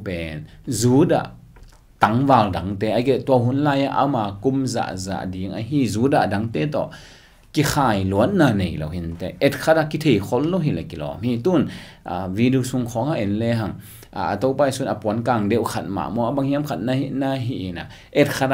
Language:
Tedim Chin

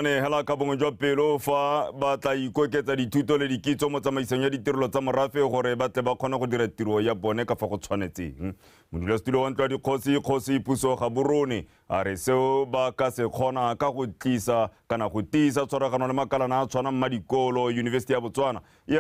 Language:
Tswana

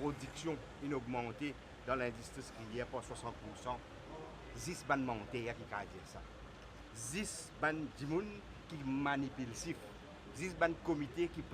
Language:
Morisyen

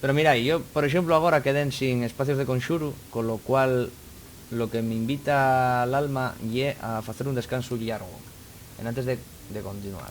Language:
Asturian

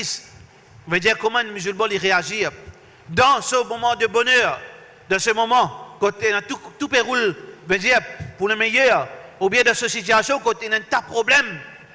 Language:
Morisyen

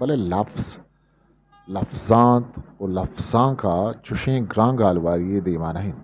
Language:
Eastern Balochi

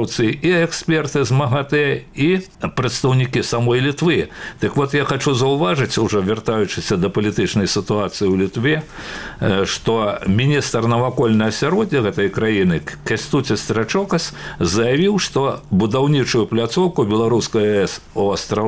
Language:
Belarusian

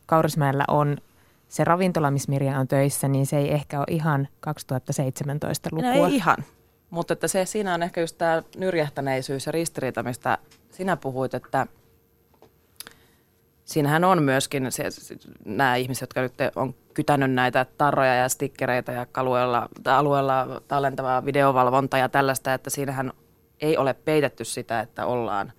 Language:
Finnish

